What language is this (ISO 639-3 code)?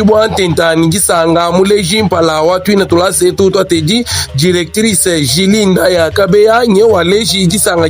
lua